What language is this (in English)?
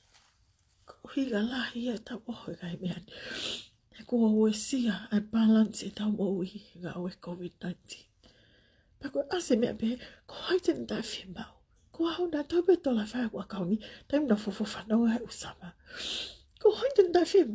Tongan